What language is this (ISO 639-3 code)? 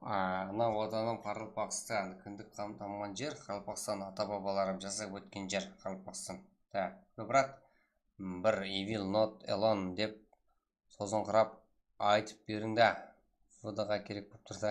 kaa